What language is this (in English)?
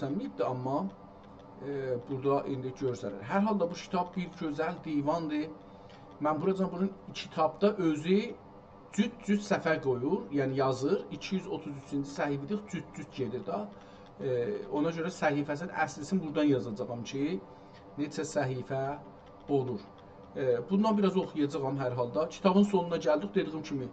South Azerbaijani